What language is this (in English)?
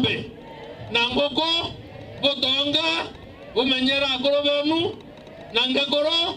Meru